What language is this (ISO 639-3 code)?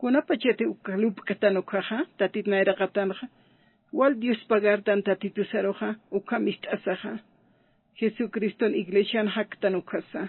aym